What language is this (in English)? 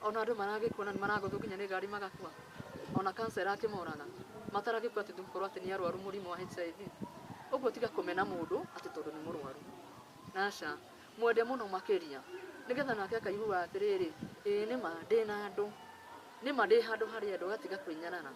Kikuyu